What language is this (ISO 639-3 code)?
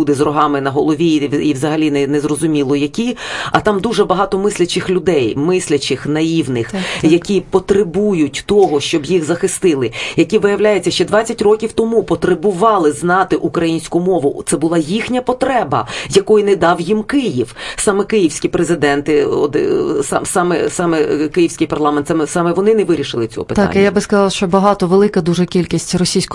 ukr